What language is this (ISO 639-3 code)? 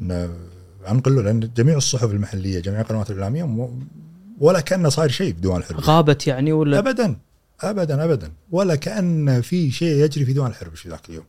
afb